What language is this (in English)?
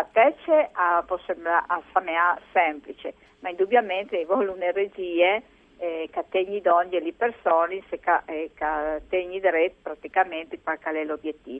Friulian